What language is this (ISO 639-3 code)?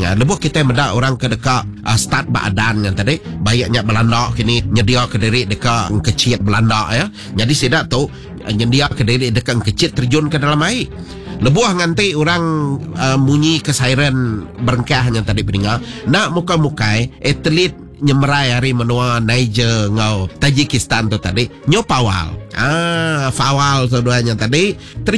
iba